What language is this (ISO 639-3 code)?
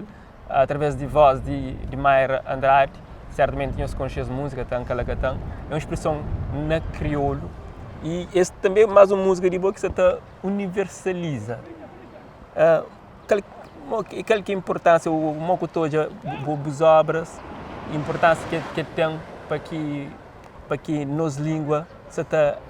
kea